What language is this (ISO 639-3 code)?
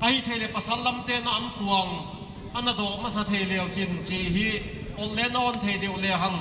pck